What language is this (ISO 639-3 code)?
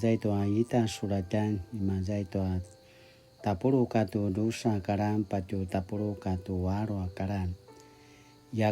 pwn